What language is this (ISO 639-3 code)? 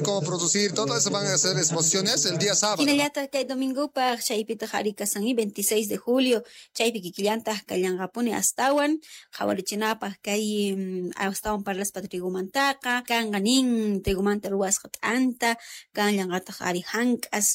quh